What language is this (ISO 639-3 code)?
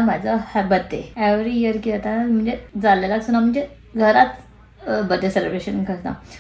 kok